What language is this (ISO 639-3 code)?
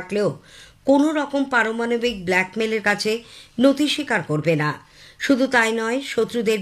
ben